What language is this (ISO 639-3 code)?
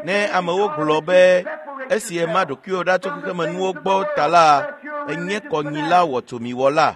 ewe